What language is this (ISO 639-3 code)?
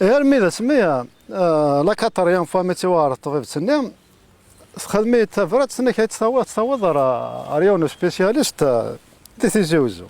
kab